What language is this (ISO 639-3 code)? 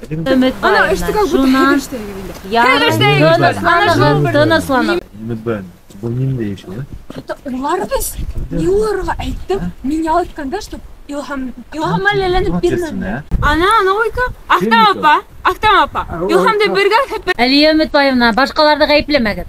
bak